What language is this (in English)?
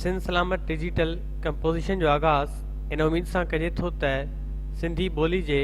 Sindhi